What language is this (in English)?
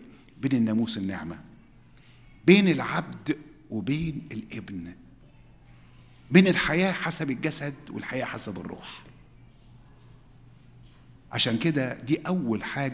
Egyptian Arabic